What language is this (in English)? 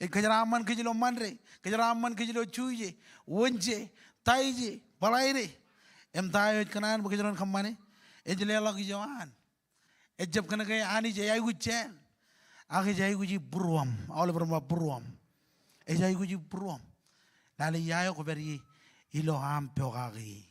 Marshallese